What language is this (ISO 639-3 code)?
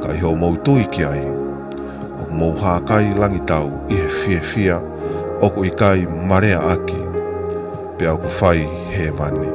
ton